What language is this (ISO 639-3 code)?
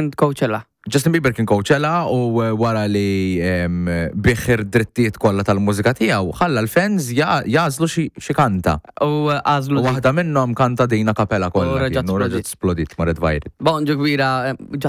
mlt